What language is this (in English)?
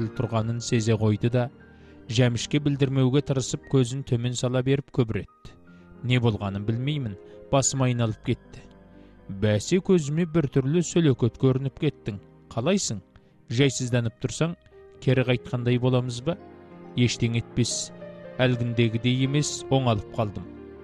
Kazakh